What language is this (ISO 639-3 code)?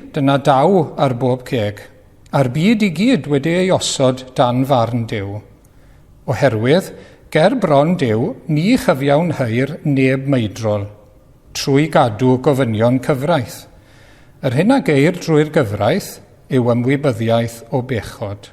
cym